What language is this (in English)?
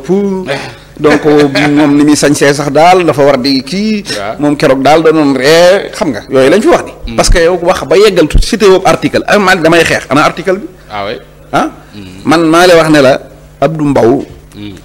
Wolof